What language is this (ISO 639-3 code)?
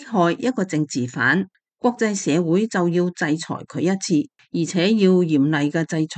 yue